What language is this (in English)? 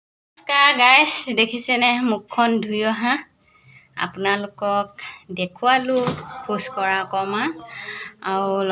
Assamese